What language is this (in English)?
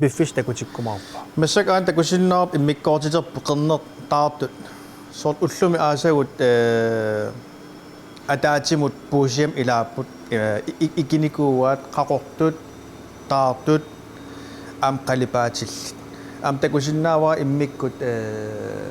Kalaallisut